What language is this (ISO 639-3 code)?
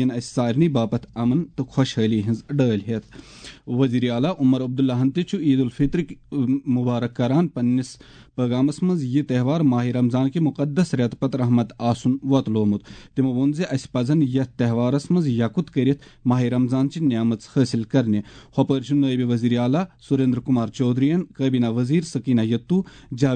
kas